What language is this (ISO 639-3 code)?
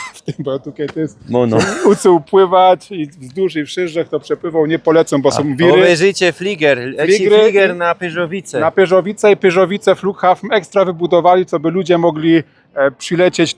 szl